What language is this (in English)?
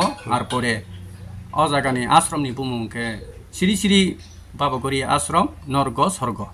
Kok Borok